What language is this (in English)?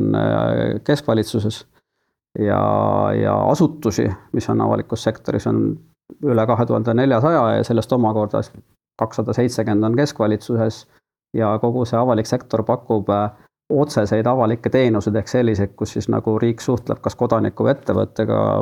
Estonian